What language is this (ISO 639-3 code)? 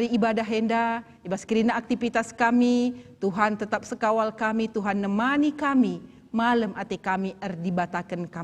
btx